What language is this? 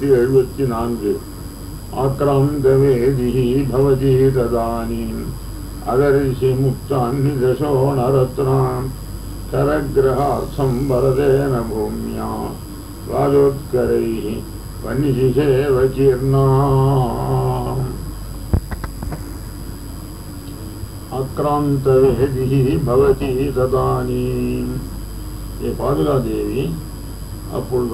Tamil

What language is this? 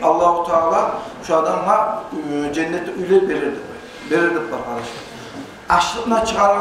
Kumyk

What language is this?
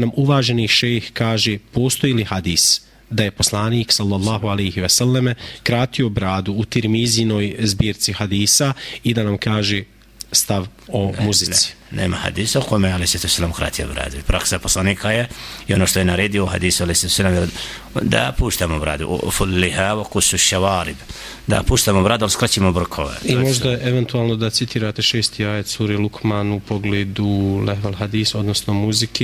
Bosnian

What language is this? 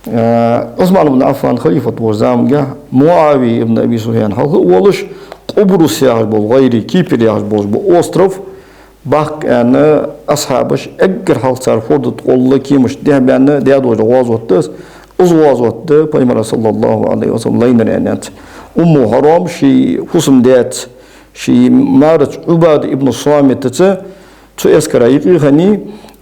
Ingush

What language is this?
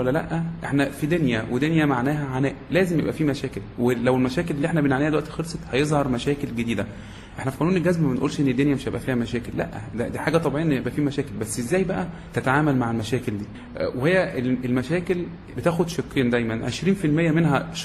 Egyptian Arabic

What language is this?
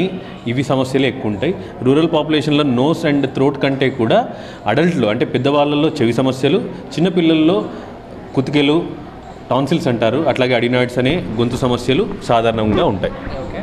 Telugu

